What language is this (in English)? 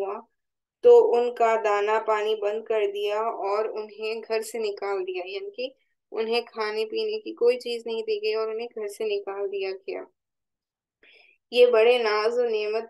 Urdu